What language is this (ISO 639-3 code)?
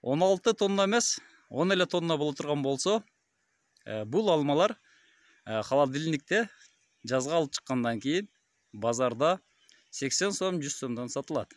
kir